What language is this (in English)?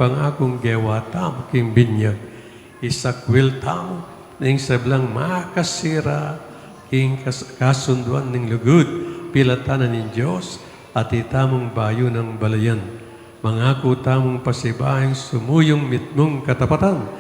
Pampanga